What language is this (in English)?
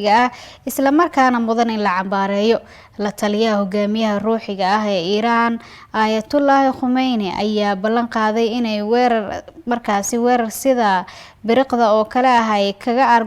Somali